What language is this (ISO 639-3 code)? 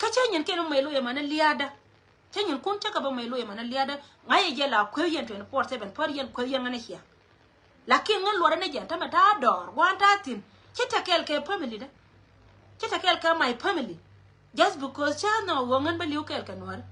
nus